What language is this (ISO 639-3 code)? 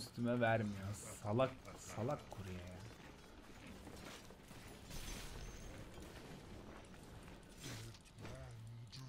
tur